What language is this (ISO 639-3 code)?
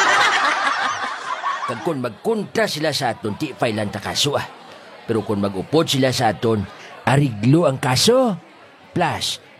hil